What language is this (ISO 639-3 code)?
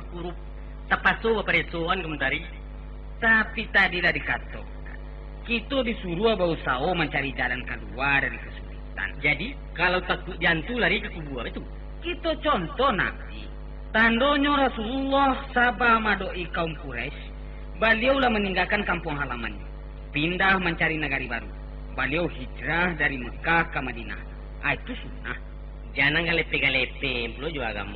min